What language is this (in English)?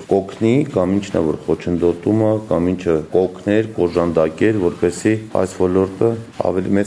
Armenian